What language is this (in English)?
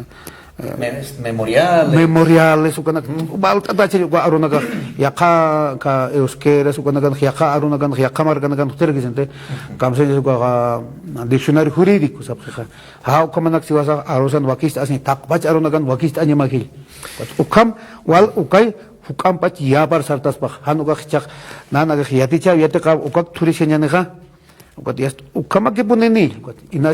Aymara